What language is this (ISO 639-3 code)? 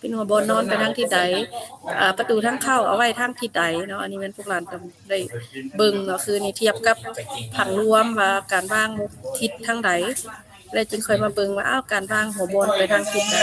lao